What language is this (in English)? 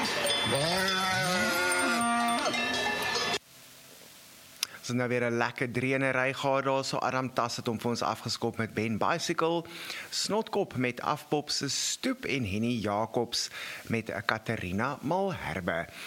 Afrikaans